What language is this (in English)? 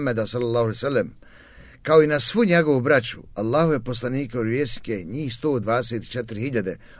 Bosnian